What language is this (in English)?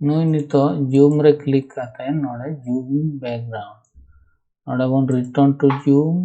Santali